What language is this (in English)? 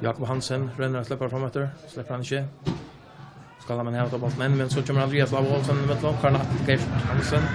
Faroese